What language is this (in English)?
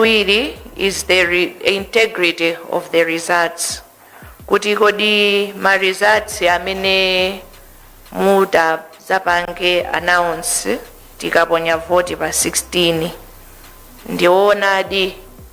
Nyanja